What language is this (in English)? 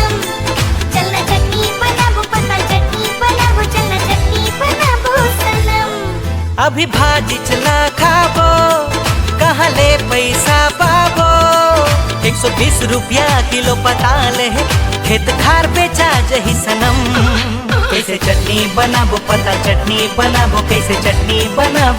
Chhattisgarhi